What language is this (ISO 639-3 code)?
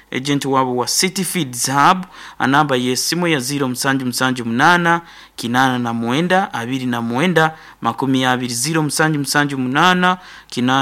nyo